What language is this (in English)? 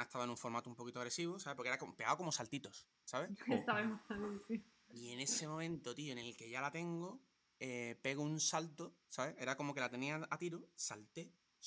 Spanish